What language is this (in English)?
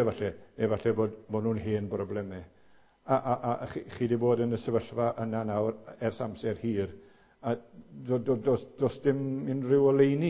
Welsh